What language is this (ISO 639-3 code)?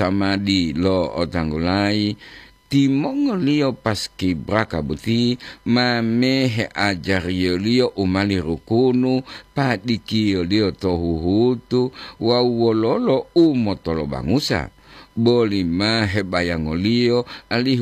gor